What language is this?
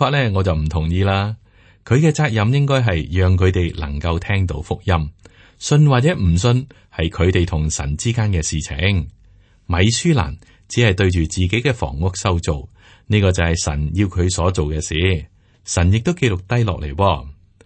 Cantonese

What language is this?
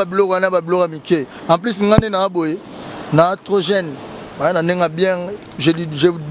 Lingala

